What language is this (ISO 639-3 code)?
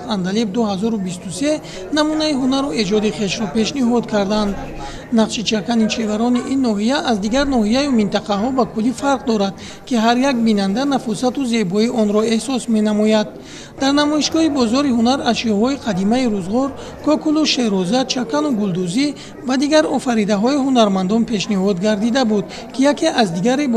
tgk